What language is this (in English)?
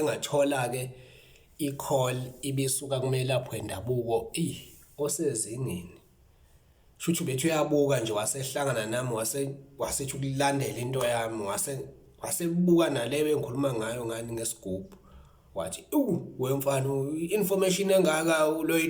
Zulu